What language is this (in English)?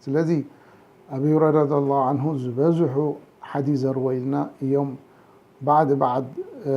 Tigrinya